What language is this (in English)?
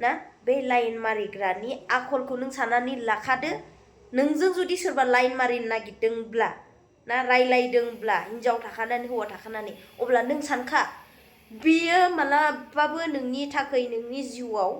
Bodo